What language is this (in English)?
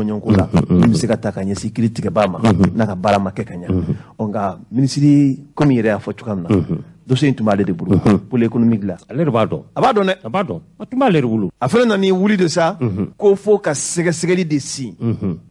Bambara